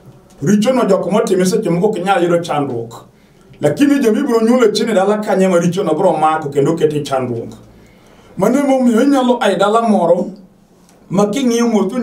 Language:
Luo (Kenya and Tanzania)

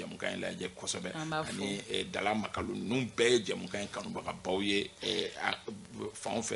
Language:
Bambara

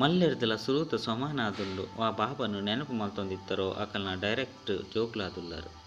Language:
Tulu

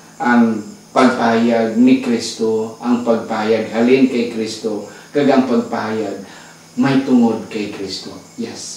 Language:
Hiligaynon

